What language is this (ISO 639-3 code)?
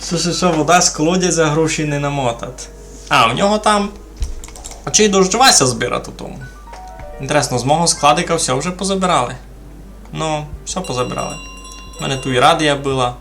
rue